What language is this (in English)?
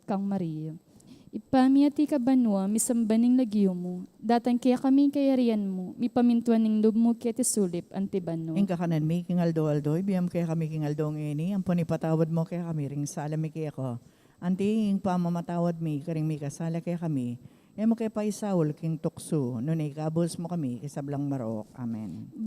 Pampanga